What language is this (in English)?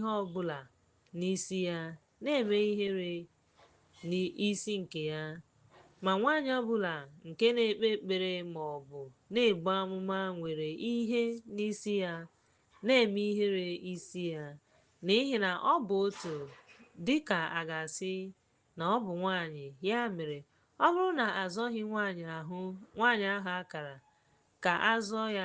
Igbo